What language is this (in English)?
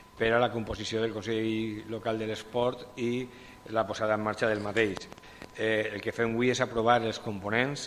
Catalan